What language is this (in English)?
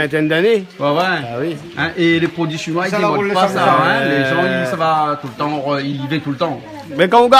Réunion Creole French